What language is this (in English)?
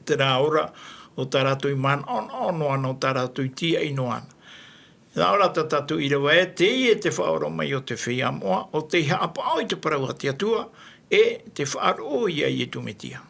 Tahitian